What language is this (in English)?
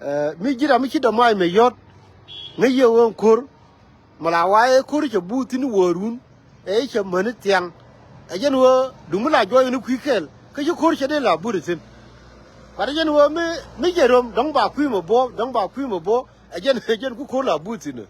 Nuer